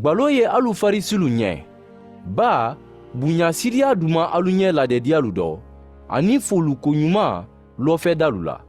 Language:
Mandingo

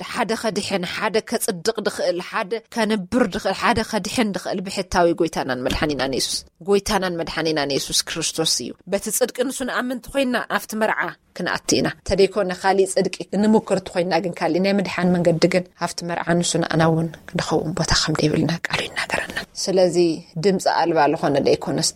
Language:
Tigrinya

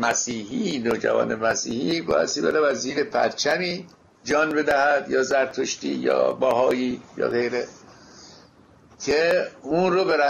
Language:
Persian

